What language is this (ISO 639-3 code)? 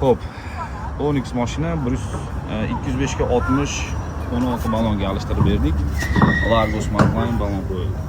uzb